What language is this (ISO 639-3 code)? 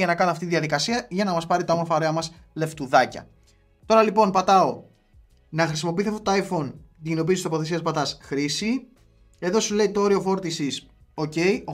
ell